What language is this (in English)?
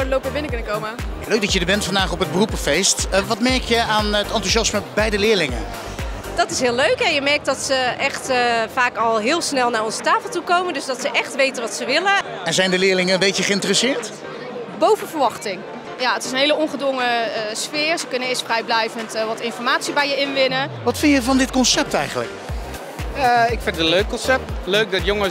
Dutch